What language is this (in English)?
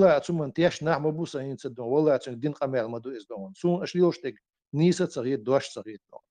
Chechen